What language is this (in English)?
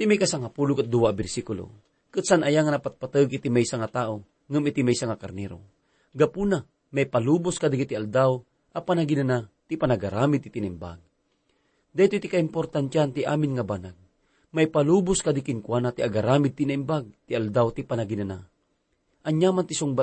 Iloko